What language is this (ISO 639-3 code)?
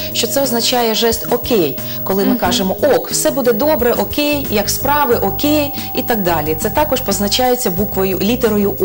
ukr